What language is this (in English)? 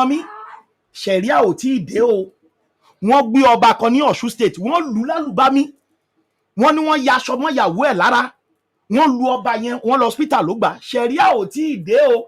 Yoruba